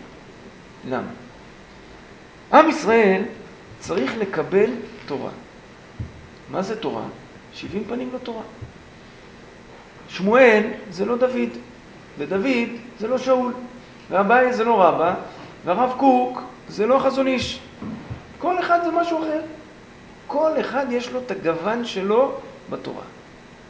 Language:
Hebrew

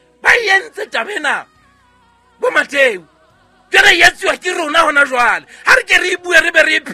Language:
Southern Sotho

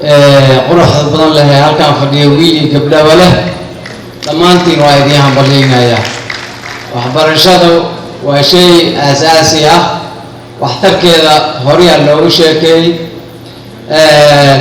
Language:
Somali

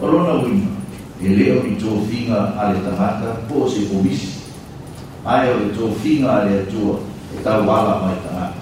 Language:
Samoan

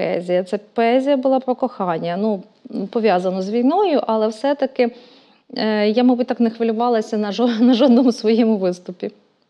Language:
Ukrainian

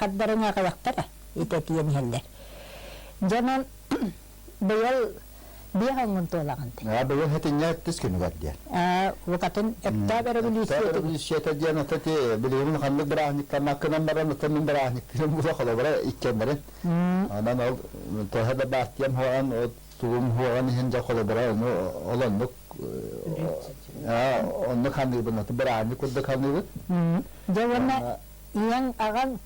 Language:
Yakut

